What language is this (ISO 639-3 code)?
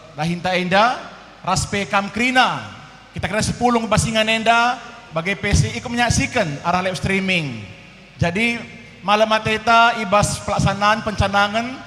btx